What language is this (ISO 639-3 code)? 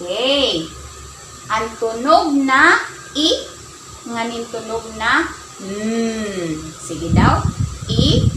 war